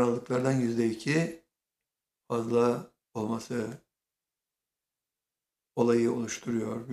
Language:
Turkish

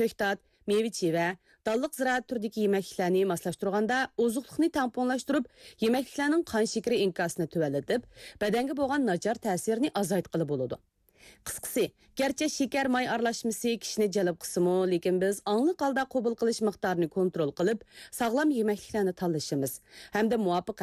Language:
Uyghur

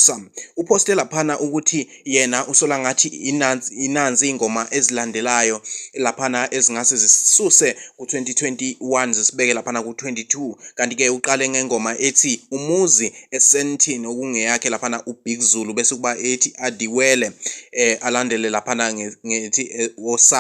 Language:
Zulu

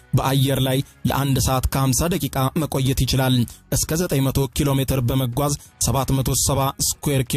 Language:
Amharic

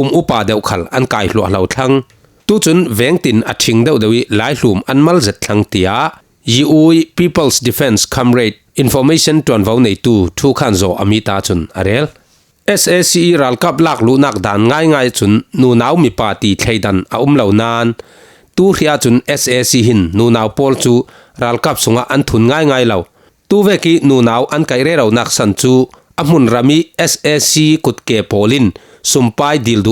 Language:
Falam Chin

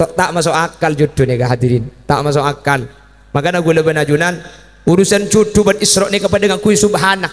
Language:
Madurese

